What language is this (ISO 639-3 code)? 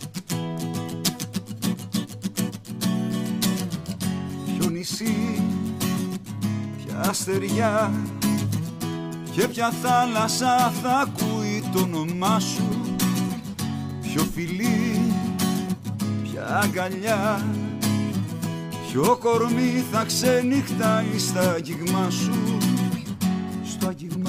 ell